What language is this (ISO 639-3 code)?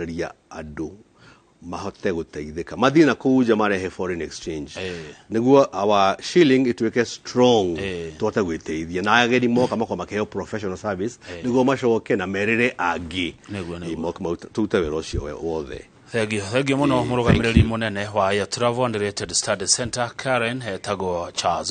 kik